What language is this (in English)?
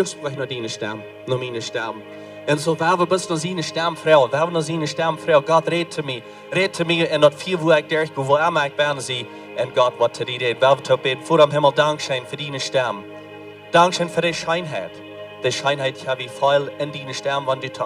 Plautdietsch